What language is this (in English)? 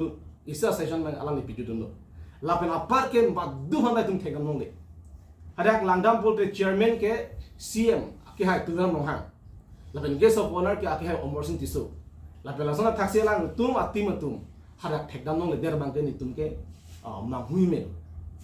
Karbi